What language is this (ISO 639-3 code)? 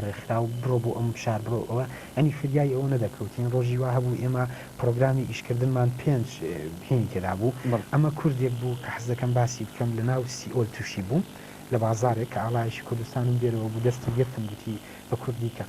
ckb